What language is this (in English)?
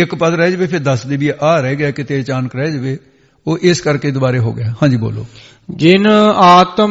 Punjabi